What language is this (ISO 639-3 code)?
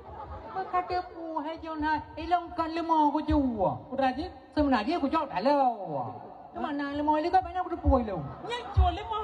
ace